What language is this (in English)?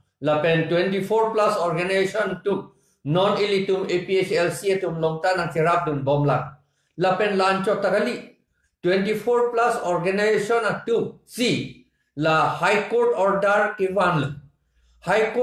Karbi